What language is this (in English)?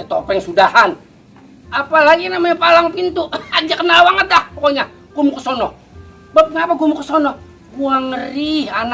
Betawi